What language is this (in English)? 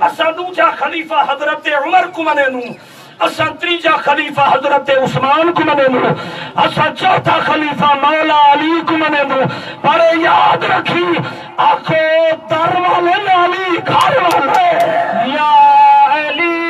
Saraiki